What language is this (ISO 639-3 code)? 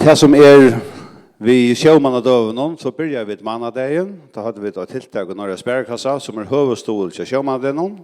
fao